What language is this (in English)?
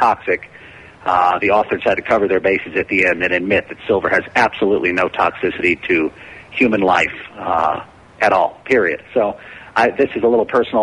English